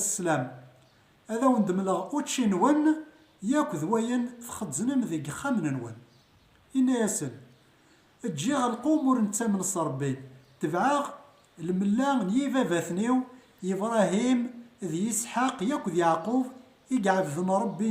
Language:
Kabyle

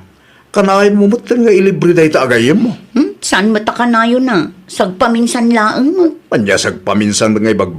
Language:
Iloko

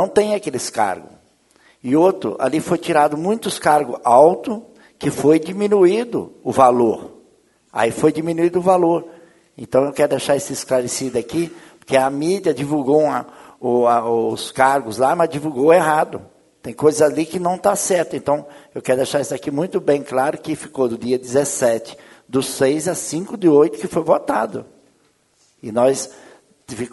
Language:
Portuguese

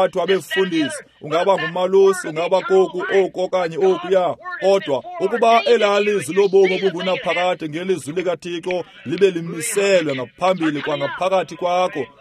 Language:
Xhosa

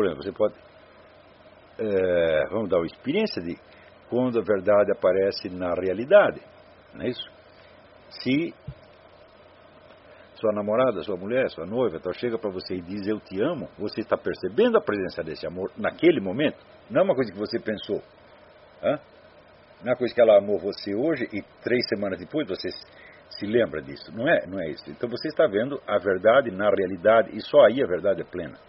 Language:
Portuguese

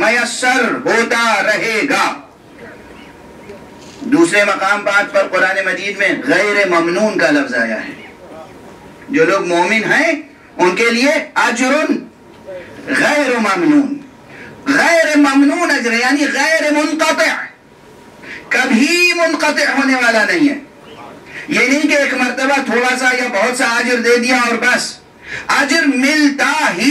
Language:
Urdu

